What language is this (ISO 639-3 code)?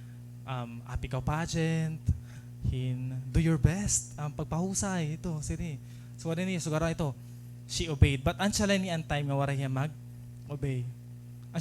war